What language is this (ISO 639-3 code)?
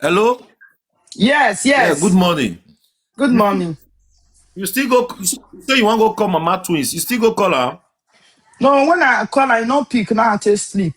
pcm